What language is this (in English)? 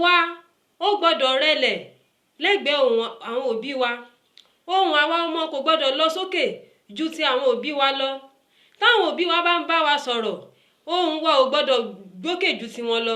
Yoruba